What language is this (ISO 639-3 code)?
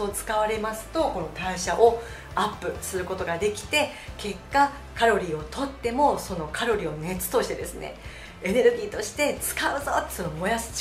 jpn